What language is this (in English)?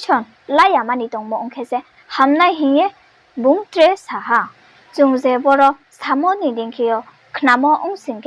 Riang (India)